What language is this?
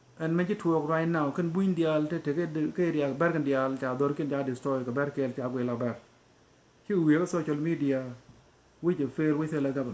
Nuer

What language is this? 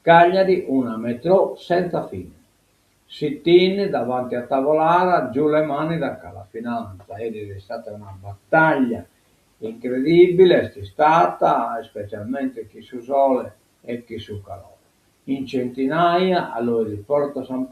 Sardinian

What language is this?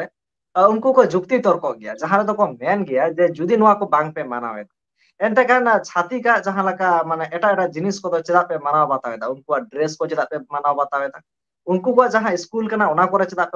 Santali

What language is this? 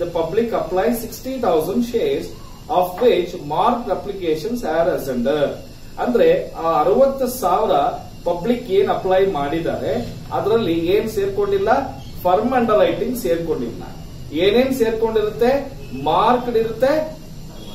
Kannada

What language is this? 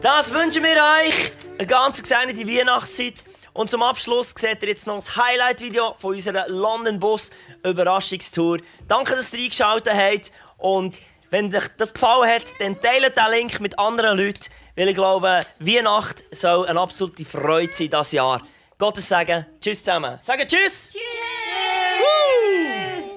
Swiss German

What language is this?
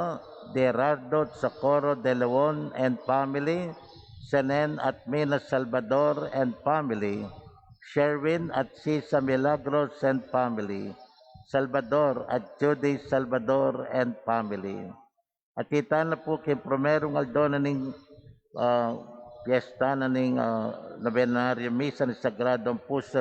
Pampanga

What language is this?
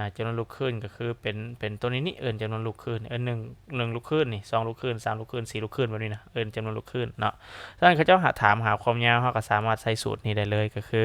Lao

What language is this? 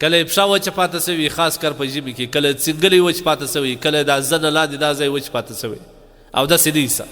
Pashto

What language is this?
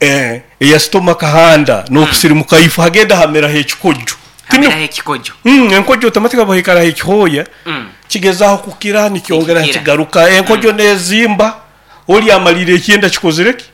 Nyoro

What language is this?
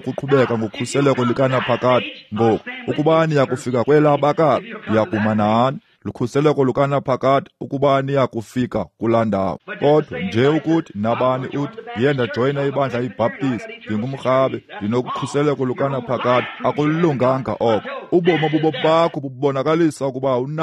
Xhosa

